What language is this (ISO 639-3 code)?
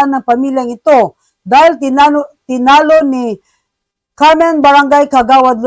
fil